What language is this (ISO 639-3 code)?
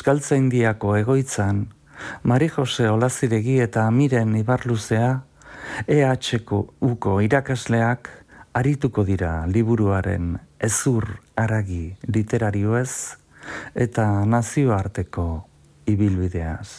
eus